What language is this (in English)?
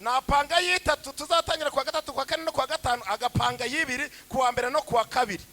Kinyarwanda